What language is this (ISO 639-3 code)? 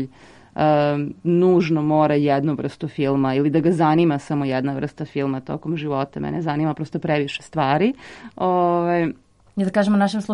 srp